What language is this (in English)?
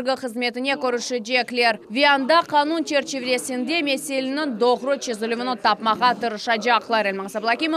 Crimean Tatar